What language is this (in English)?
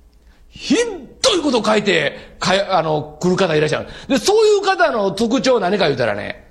Japanese